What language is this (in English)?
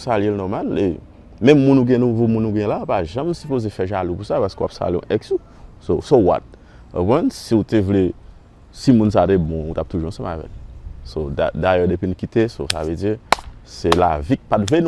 Haitian Creole